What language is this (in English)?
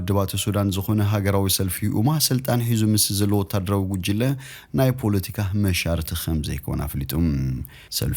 Tigrinya